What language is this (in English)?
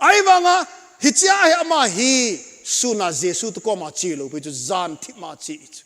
Thado Chin